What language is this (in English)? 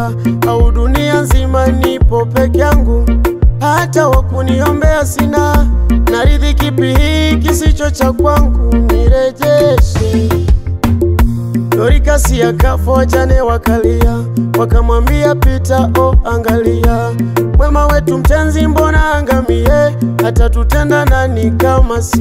Swahili